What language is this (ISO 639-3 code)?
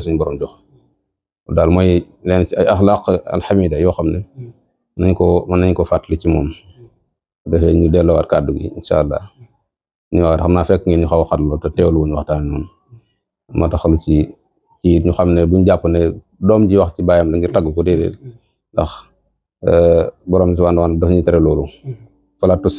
wol